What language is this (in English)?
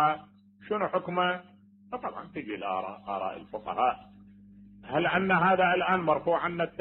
Mesopotamian Arabic